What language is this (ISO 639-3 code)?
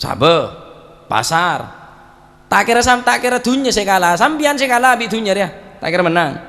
mad